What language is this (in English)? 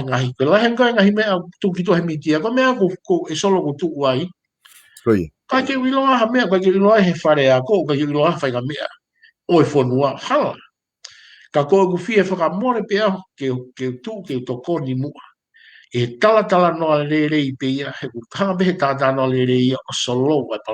Tongan